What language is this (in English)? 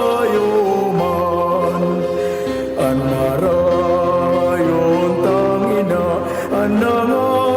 Bikol